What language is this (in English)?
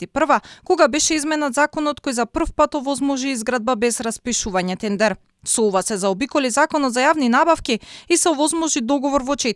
Macedonian